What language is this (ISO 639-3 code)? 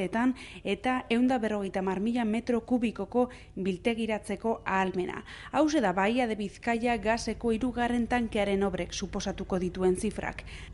eus